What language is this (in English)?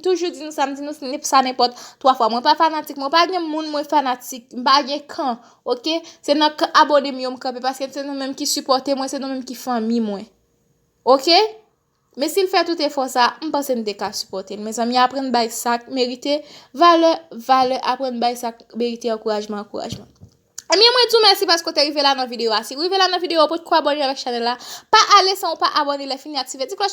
Haitian Creole